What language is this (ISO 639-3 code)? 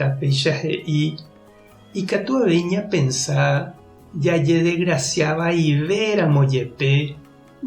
grn